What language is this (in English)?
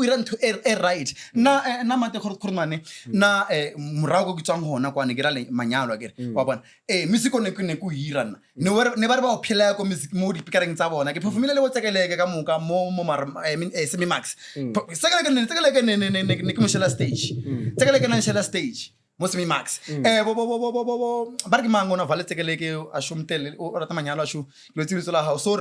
Northern Sotho